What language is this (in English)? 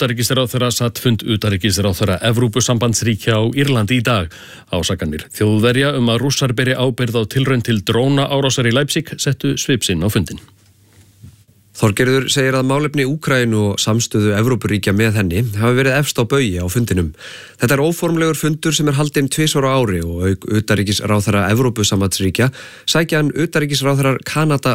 Icelandic